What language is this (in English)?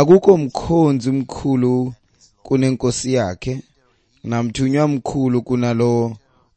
Xhosa